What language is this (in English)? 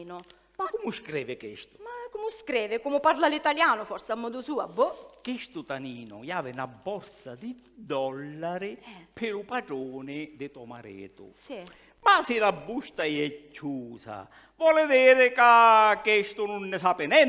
Sicilian